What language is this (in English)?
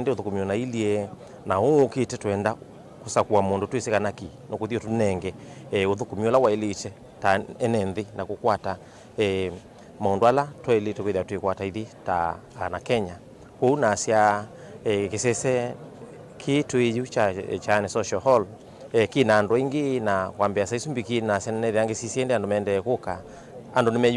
Kamba